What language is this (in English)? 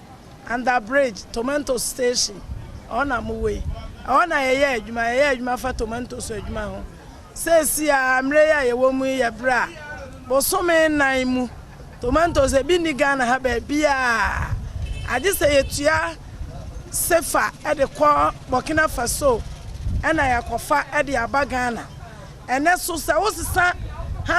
Akan